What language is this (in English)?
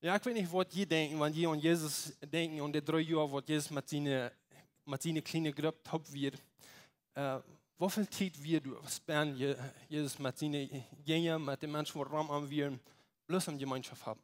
Plautdietsch